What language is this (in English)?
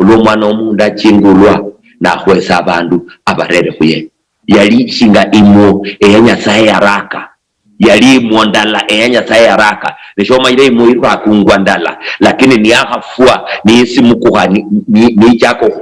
Luyia